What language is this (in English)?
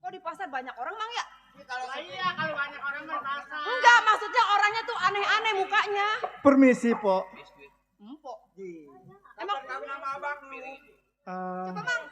Betawi